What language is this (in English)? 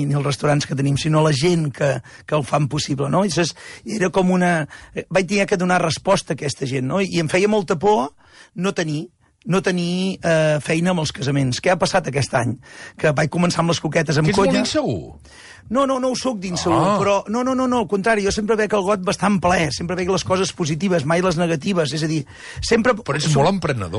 Catalan